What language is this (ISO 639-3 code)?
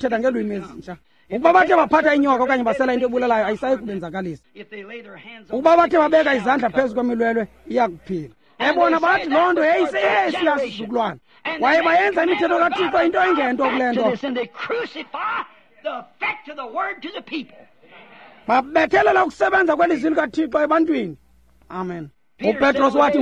xho